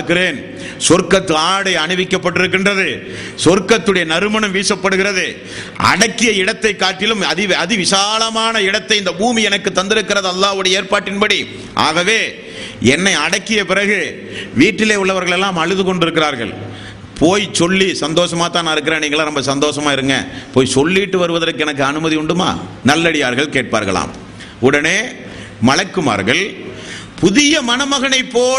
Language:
Tamil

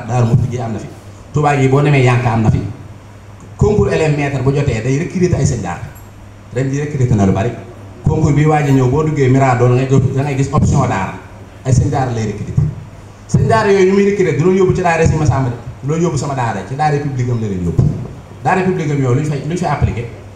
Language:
Wolof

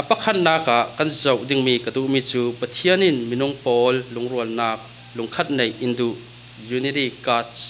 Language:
Falam Chin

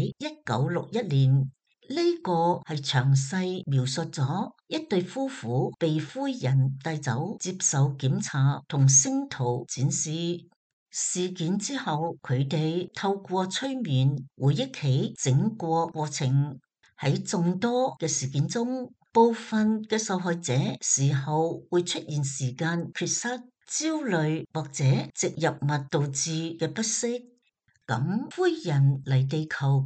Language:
Cantonese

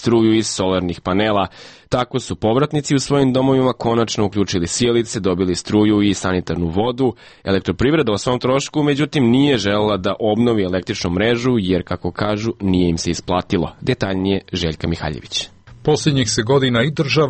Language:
Serbian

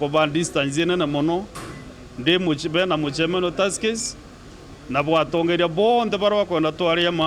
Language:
Meru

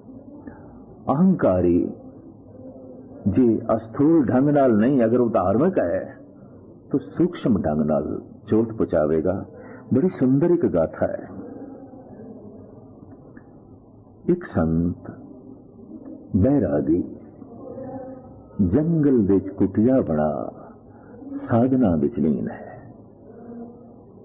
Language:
Punjabi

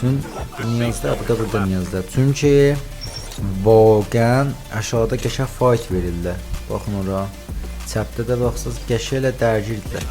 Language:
South Azerbaijani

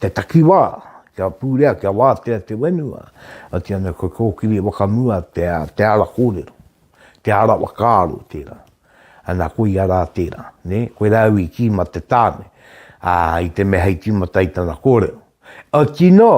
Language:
Māori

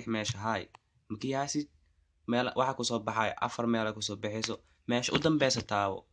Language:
Somali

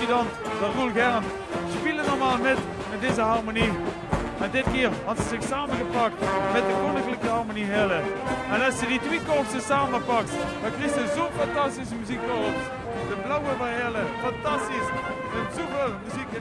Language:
Limburgish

